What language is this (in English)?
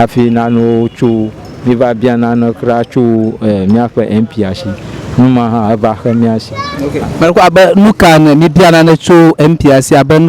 Ewe